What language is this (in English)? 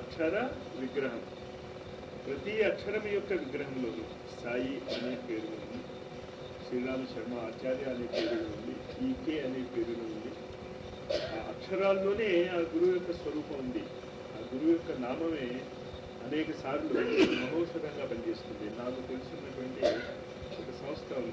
Telugu